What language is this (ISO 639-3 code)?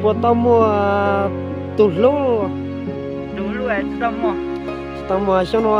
hmn